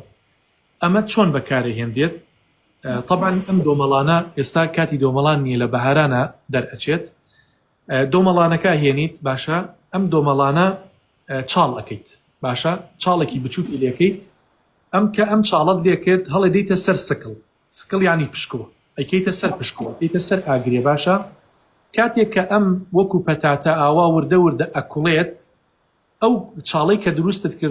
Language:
Central Kurdish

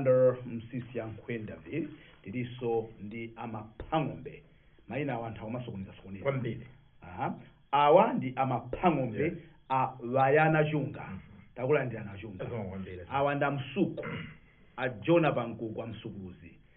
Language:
Nyanja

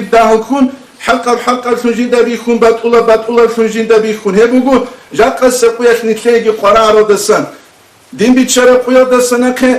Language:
Avaric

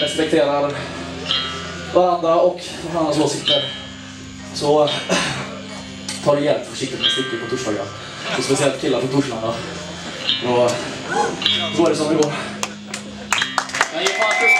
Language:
Swedish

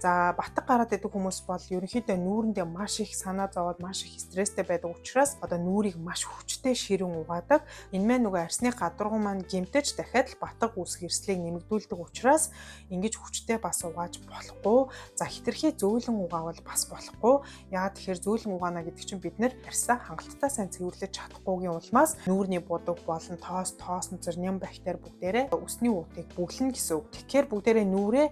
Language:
Mongolian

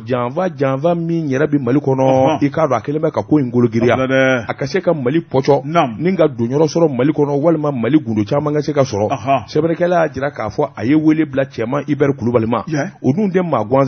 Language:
Bambara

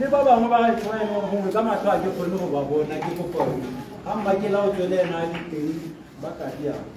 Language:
Tswana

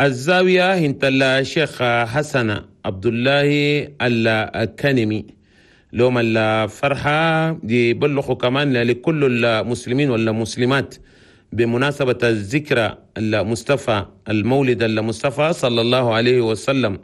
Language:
Chadian Arabic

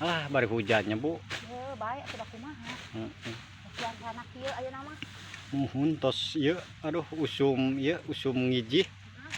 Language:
Sundanese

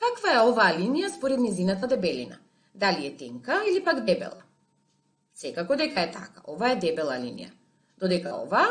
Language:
Macedonian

